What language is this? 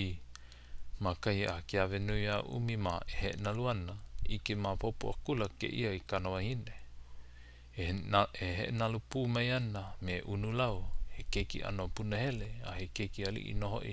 Hawaiian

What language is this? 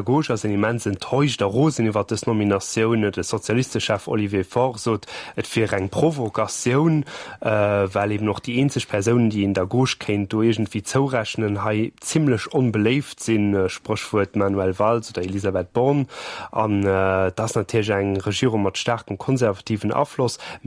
Luxembourgish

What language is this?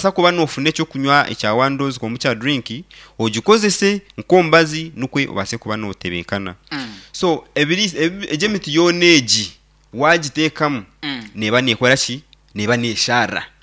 Nyankole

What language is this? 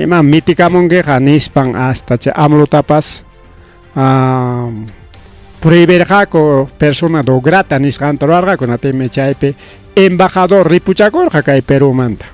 Ayacucho Quechua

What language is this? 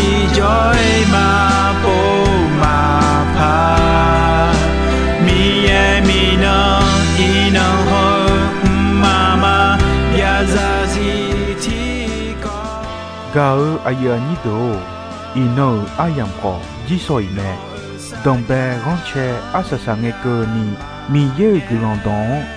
Akha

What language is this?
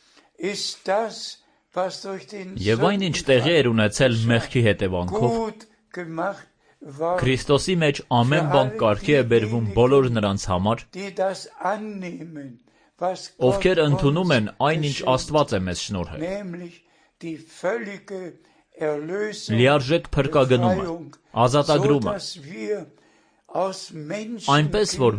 Armenian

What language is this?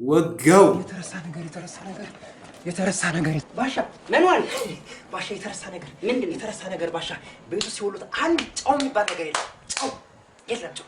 Amharic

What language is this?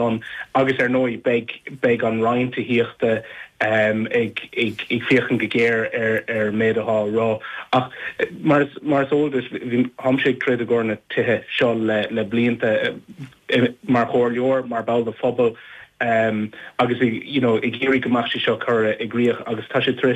Irish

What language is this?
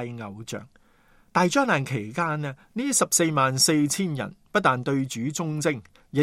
Cantonese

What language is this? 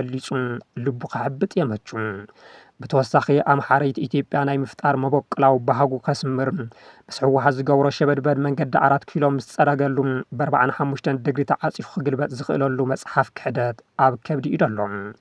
Tigrinya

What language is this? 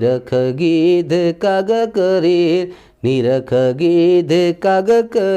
Sadri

